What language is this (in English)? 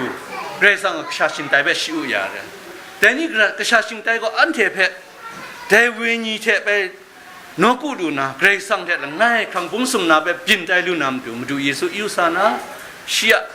Kachin